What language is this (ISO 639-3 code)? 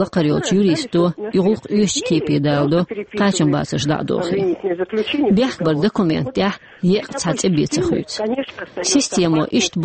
che